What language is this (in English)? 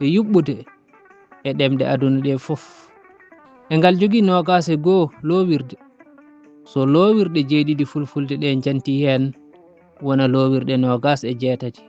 Fula